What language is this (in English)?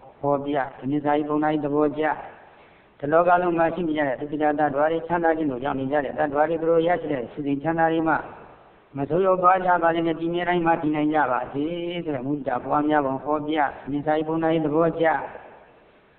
Burmese